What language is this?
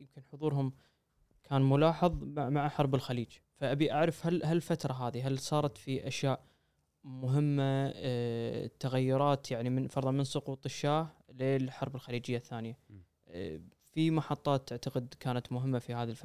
Gulf Arabic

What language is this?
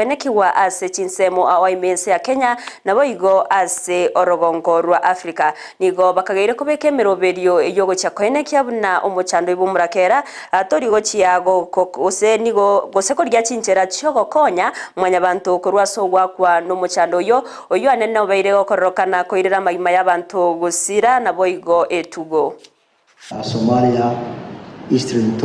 Gusii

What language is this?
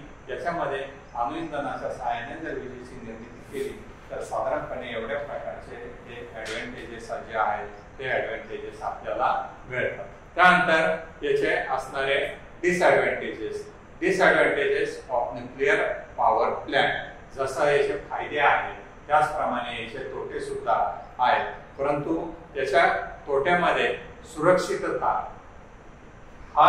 Marathi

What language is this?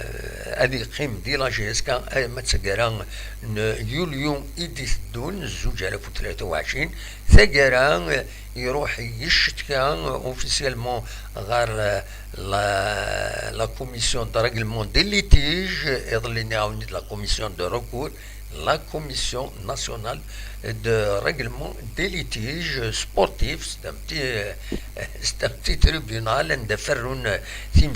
Kabyle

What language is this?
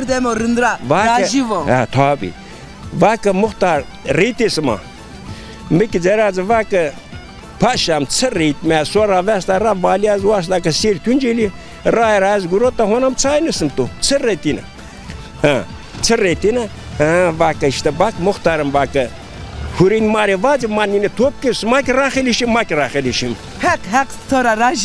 Zaza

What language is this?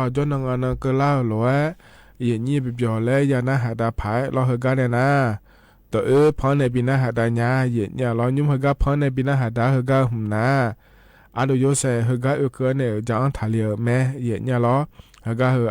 Akha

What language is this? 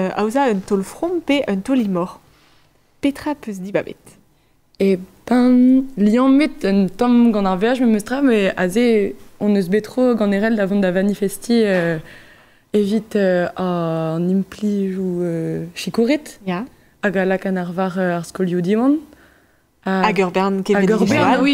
Breton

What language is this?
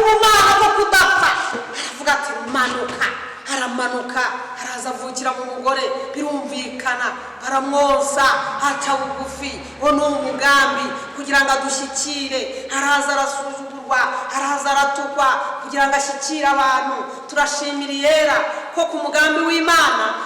Kinyarwanda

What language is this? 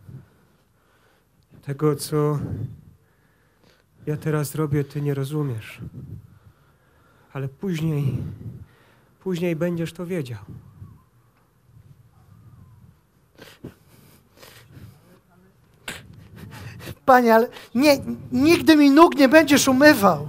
Polish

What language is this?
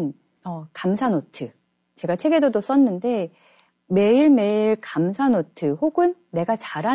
Korean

